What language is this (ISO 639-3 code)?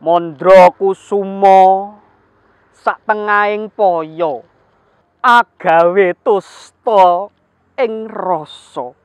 jav